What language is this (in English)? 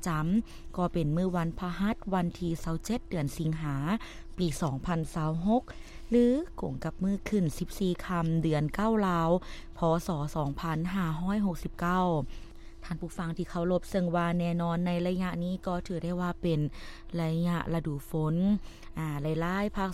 Lao